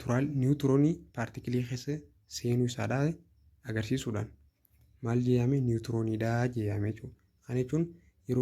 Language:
Oromo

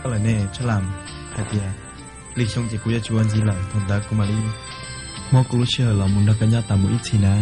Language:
Hmong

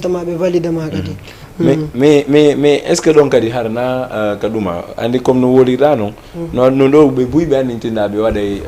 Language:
Fula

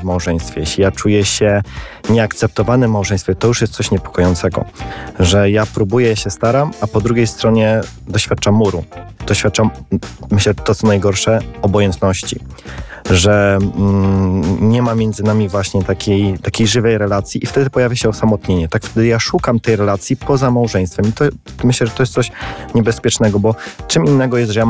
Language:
Polish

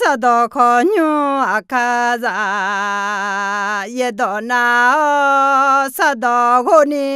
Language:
Akha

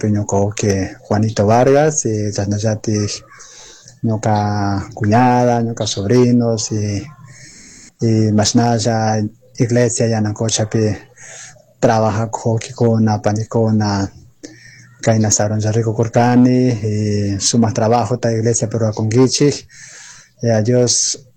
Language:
Chimborazo Highland Quichua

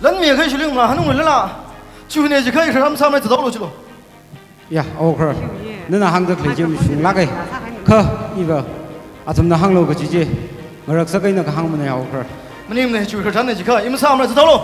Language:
Tangkhul Naga (India)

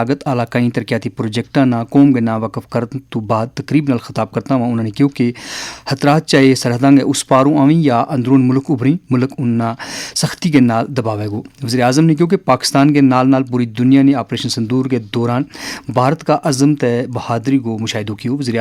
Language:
Gujari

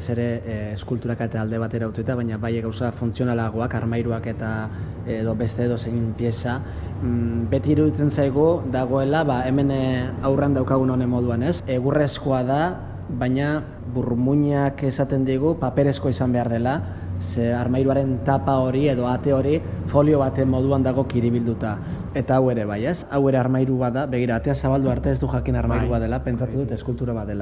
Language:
Basque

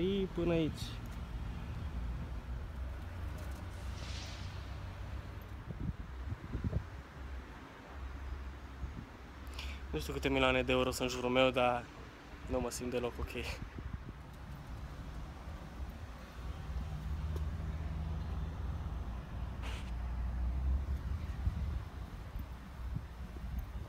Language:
Romanian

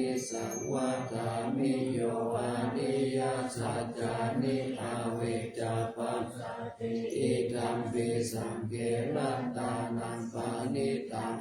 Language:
Pali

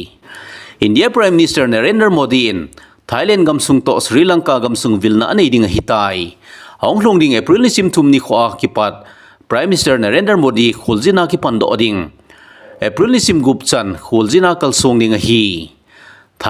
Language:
Thado Chin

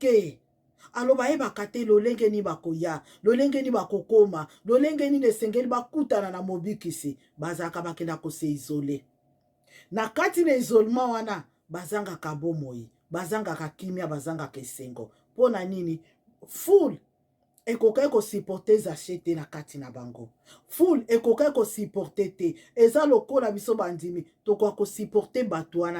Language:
Lingala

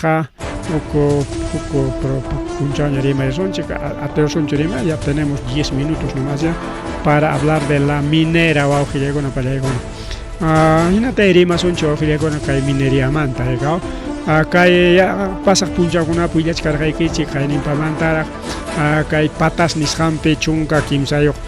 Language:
Ayacucho Quechua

